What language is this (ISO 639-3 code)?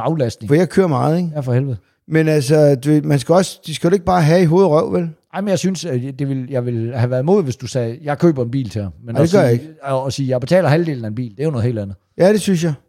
dan